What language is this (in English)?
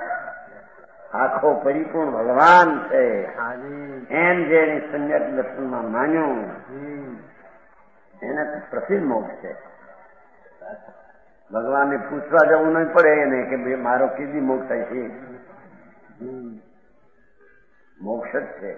Gujarati